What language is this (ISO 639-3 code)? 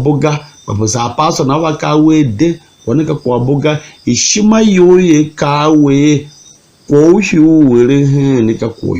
tiv